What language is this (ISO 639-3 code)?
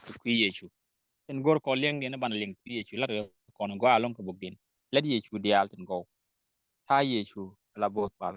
nus